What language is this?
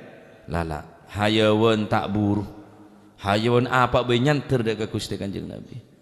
Madurese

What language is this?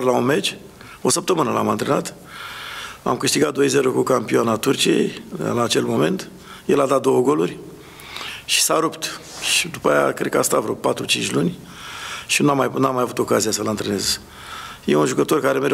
Romanian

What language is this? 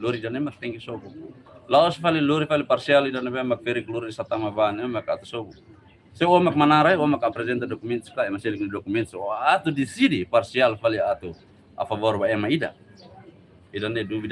Tetum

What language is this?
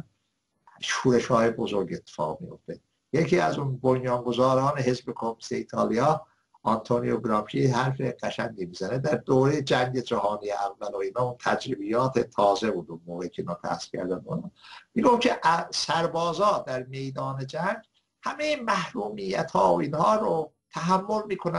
Persian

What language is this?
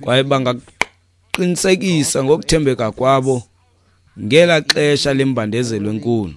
Xhosa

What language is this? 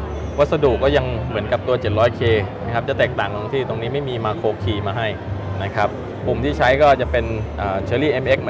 Thai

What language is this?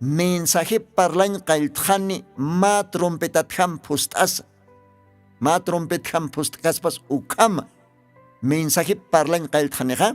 Aymara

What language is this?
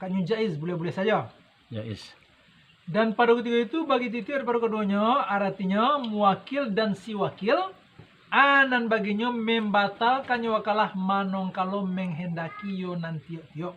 Minangkabau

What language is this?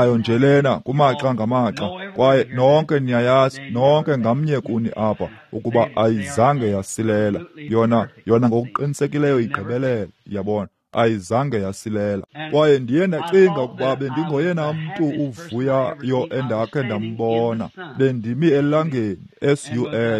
Xhosa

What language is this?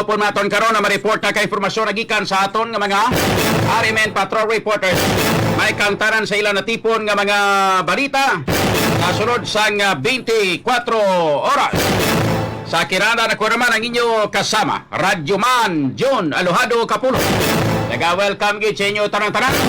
Hiligaynon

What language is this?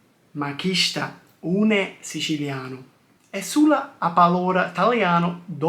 Sicilian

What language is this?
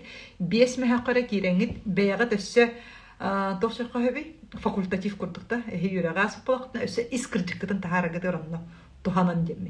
Yakut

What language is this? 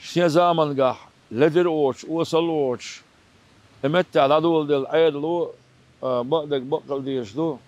Chechen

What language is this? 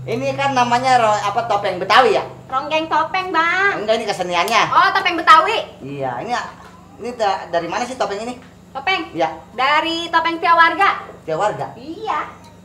Betawi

